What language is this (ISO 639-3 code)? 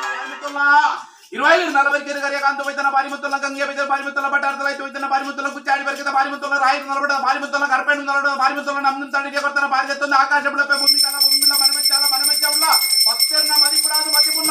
tcy